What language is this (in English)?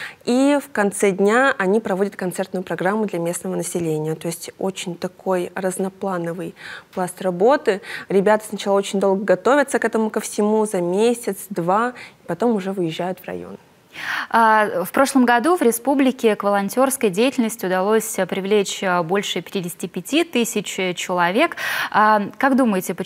Russian